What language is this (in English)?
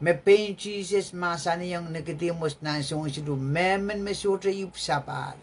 Pohnpeian